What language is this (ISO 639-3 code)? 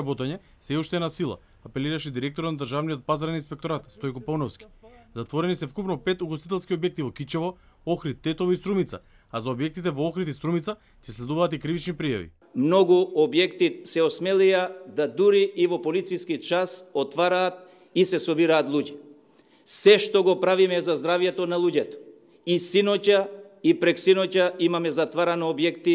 mkd